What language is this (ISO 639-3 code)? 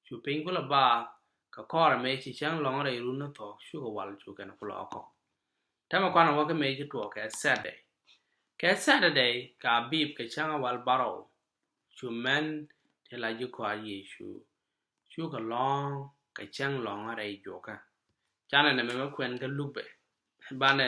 nus